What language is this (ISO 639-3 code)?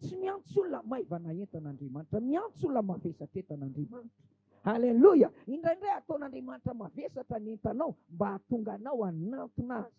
mlg